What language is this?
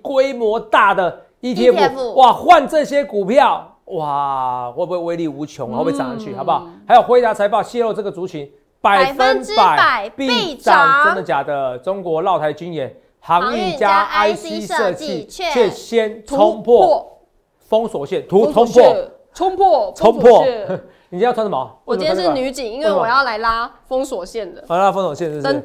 Chinese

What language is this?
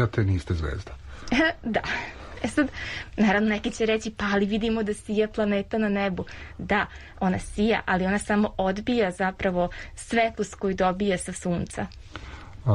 Serbian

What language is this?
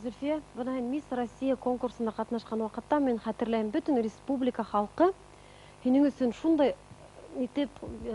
Bashkir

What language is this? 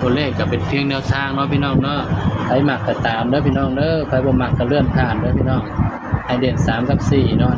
Northeastern Thai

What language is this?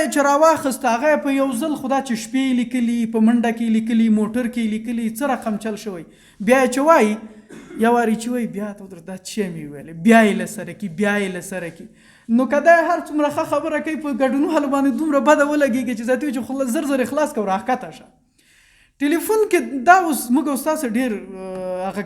Pashto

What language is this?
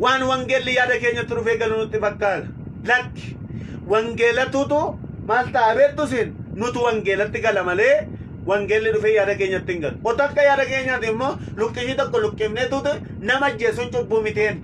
Oromo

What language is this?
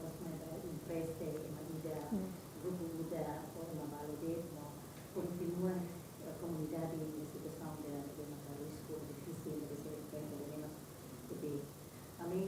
Tetum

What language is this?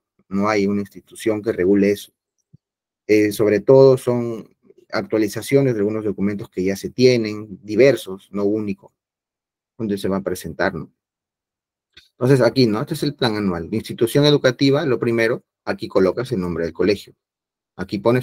Spanish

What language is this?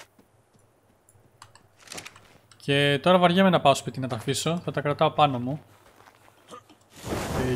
Greek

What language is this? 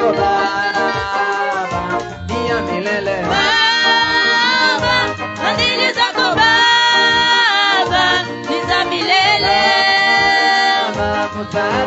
Swahili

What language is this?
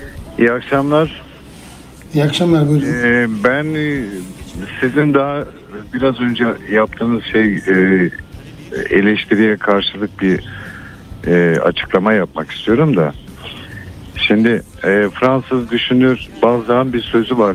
Turkish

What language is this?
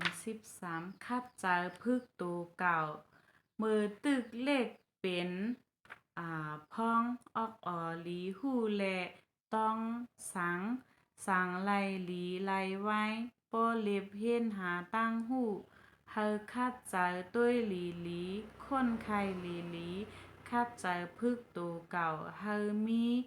Shan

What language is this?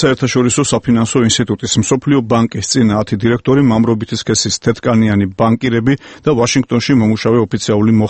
Georgian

